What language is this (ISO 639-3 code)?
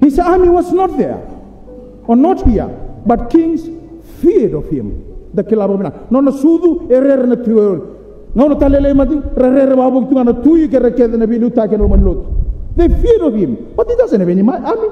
fij